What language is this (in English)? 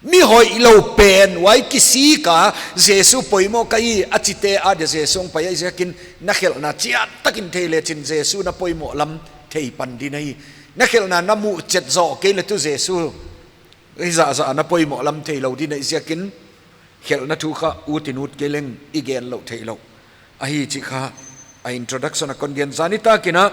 Paite Chin